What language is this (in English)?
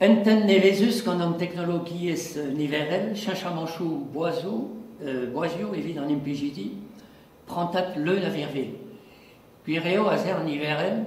Breton